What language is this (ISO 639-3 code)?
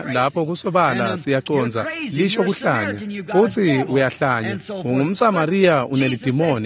ssw